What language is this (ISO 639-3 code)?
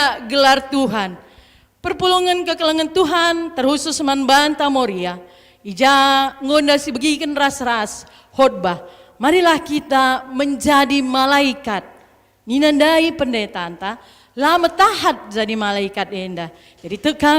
btx